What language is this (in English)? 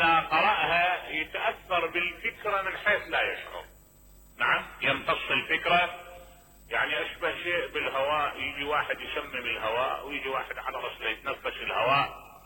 Mesopotamian Arabic